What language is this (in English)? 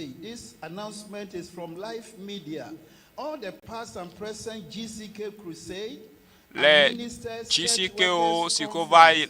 Ewe